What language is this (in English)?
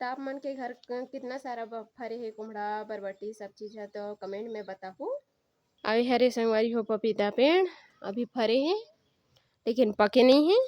Chhattisgarhi